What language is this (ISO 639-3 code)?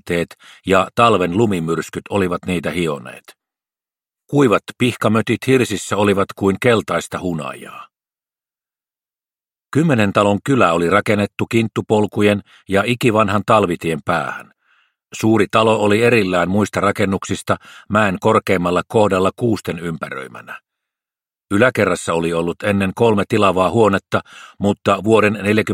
fin